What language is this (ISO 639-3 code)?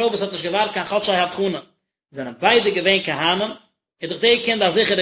yid